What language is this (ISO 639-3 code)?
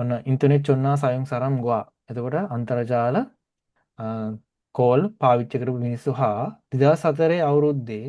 sin